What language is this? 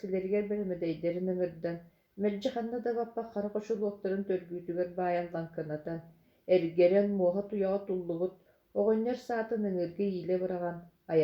Yakut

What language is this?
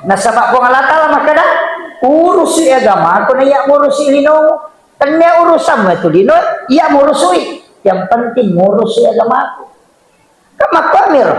Buginese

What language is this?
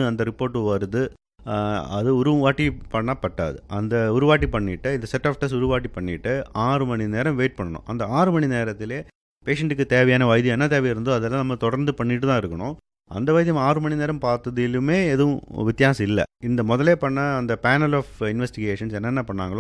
Tamil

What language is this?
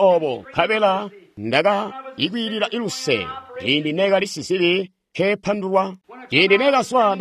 Tonga (Zambia)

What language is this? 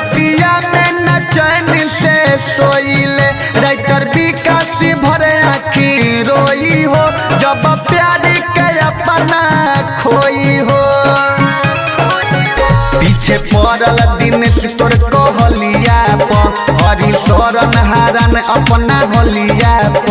Bhojpuri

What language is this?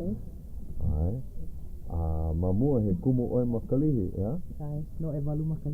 Hawaiian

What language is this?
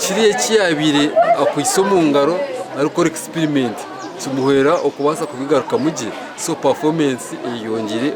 Nyankole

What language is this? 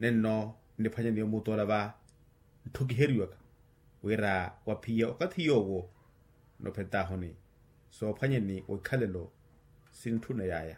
Makhuwa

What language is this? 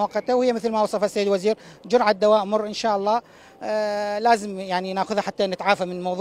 Mesopotamian Arabic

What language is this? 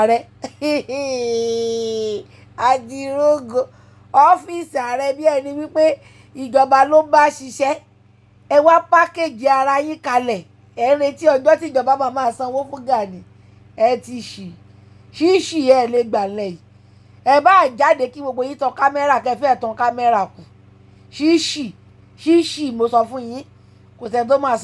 Yoruba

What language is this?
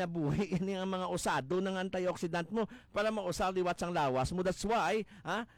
Hiligaynon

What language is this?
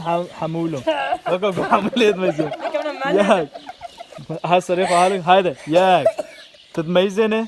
Kurdish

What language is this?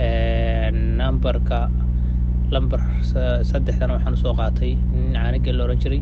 Somali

